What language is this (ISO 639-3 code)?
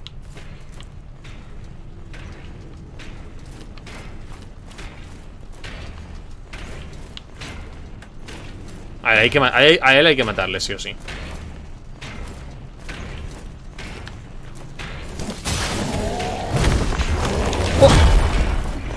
spa